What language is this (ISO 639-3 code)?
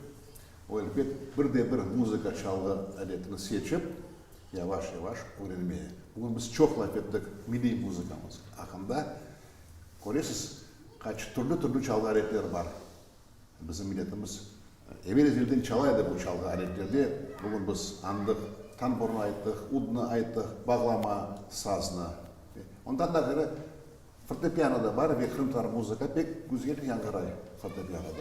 crh